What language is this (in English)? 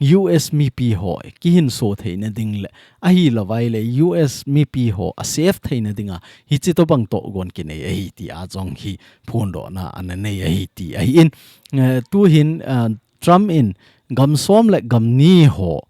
Thado Chin